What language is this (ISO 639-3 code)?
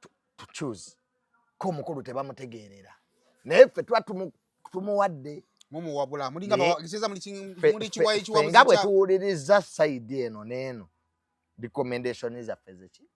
lug